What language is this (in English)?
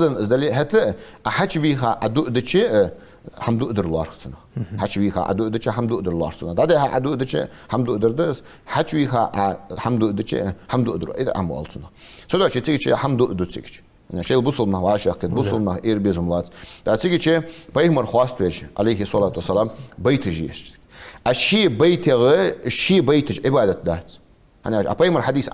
Ingush